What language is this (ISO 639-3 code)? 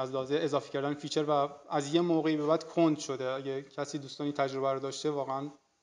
fas